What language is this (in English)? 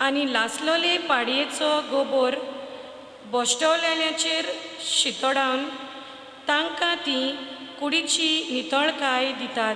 Konkani